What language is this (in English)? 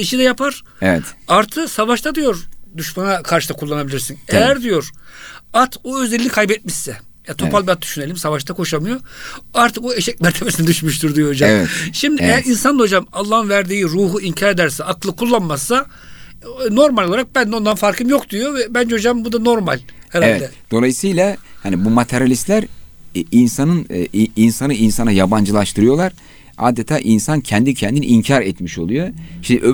Turkish